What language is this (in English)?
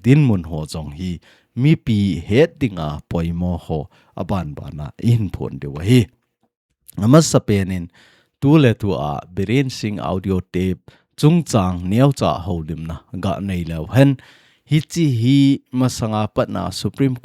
Thado Chin